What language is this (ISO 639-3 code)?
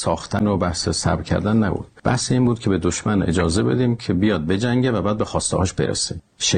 fas